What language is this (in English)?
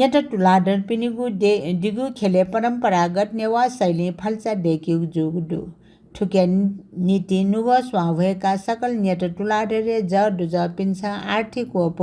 Newari